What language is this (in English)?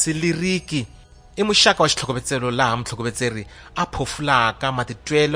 Tsonga